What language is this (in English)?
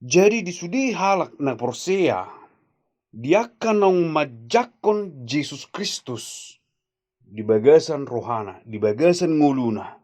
Batak Toba